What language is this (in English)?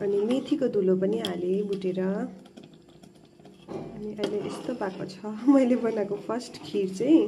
Nepali